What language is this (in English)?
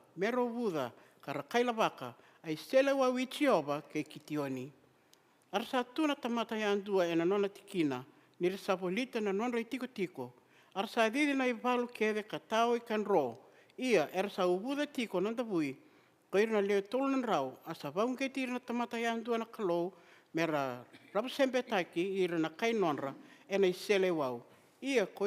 Fijian